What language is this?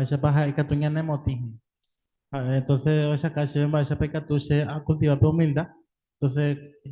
Guarani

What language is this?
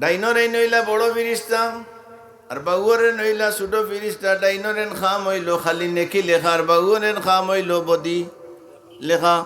Sylheti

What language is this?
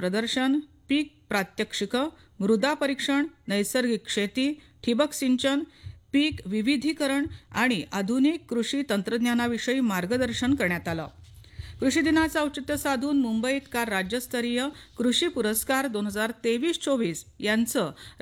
Marathi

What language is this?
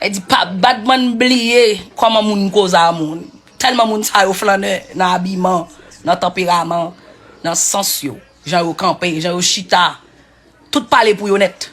Haitian Creole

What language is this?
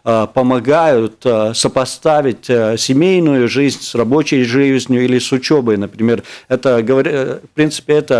Russian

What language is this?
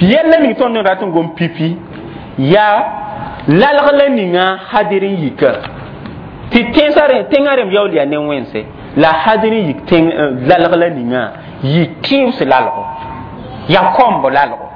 Mossi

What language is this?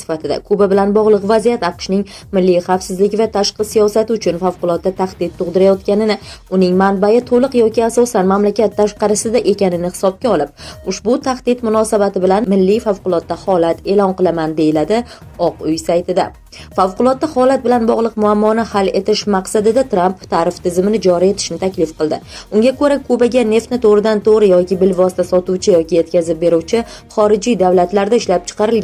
Uzbek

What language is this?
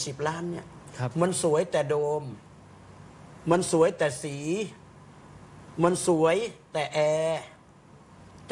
Thai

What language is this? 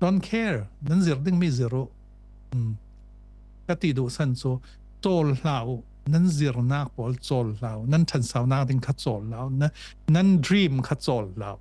Falam Chin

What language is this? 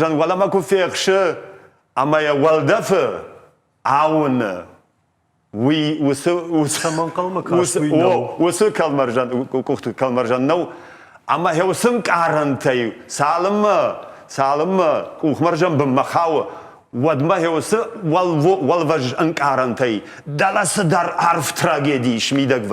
Ossetic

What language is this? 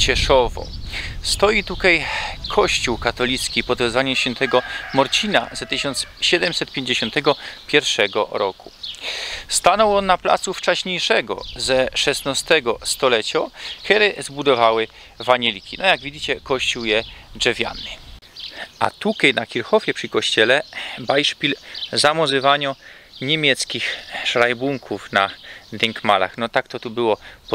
Silesian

